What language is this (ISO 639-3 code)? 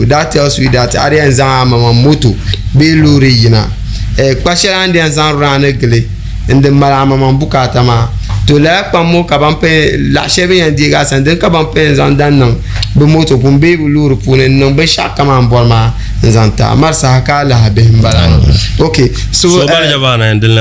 dag